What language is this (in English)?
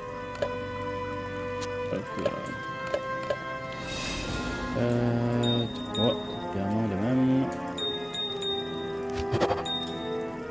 French